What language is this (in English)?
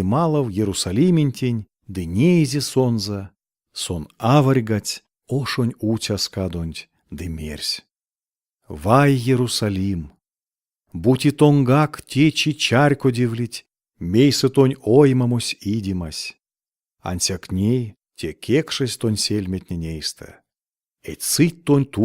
Erzya